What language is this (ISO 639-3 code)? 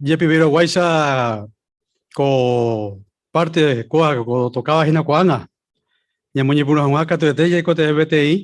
grn